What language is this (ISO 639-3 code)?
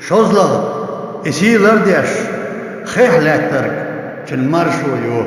che